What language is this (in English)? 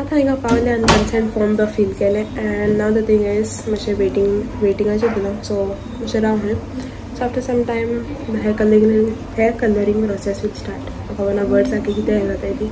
Konkani